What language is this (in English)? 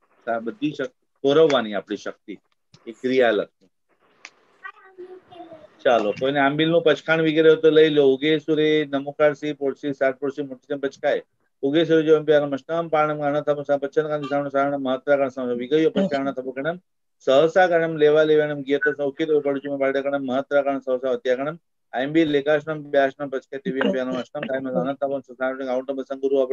Gujarati